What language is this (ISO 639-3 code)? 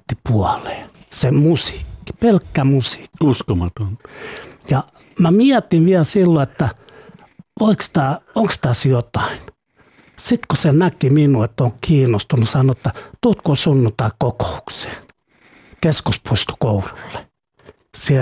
fin